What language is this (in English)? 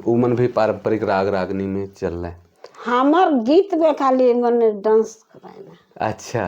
Sadri